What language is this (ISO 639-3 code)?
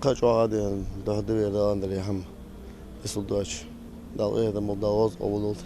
inh